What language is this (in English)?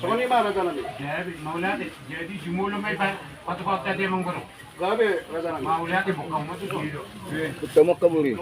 Batak Toba